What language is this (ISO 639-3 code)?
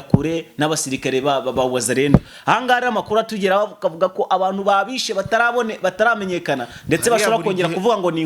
kin